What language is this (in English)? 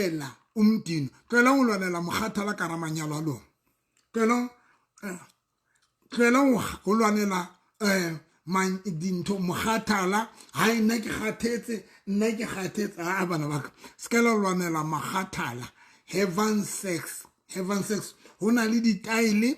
Southern Sotho